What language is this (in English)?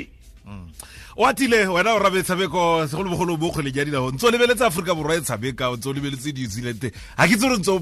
Tswana